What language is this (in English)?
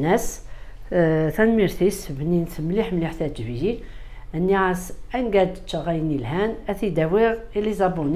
Kabyle